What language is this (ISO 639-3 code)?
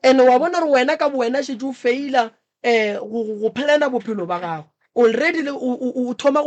nso